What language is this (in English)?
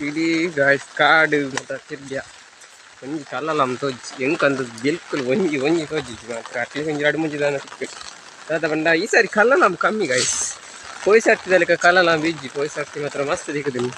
Tulu